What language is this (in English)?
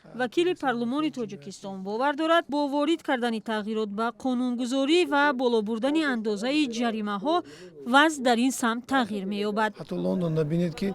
Tajik